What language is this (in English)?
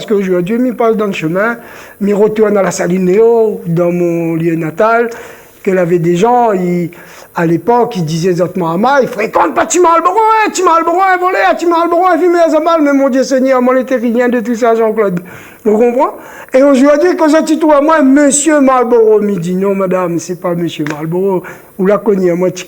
Réunion Creole French